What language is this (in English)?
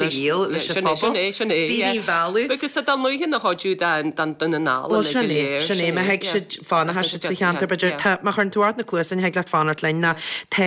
Irish